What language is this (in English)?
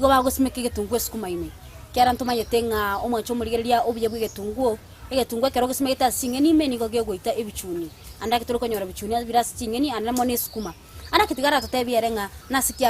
Gusii